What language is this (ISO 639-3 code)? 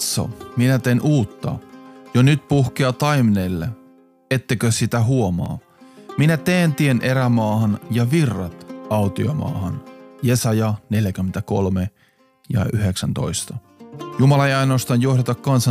fin